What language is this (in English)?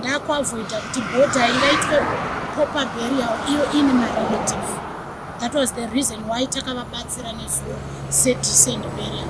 Shona